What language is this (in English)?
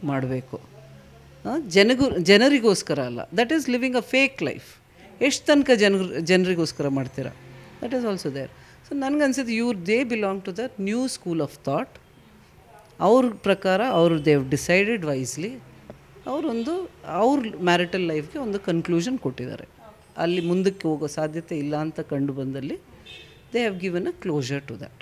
Kannada